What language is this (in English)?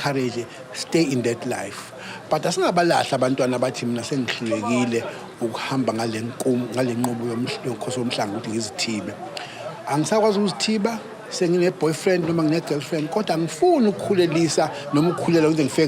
Zulu